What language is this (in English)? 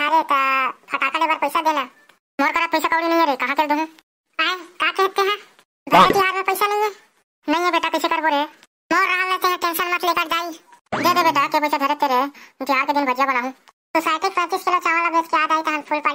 Chhattisgarhi